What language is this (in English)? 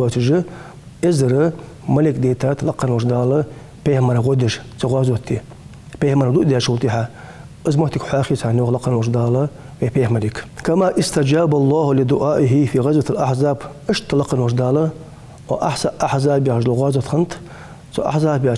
Ingush